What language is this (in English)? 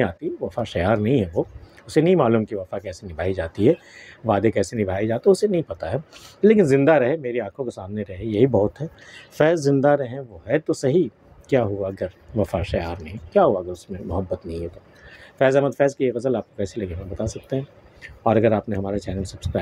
Urdu